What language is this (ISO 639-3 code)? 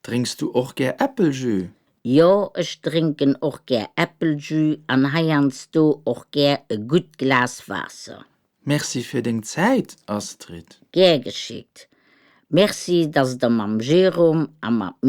ltz